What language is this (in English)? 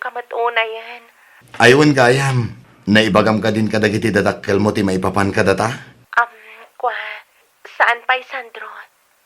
Iloko